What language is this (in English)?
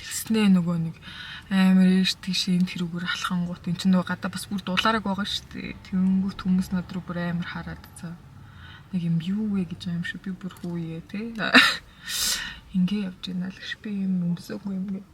Mongolian